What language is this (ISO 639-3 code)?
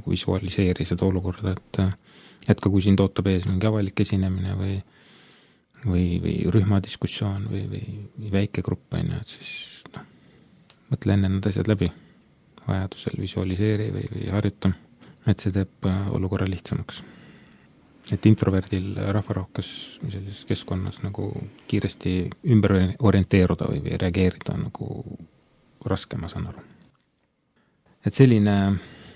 est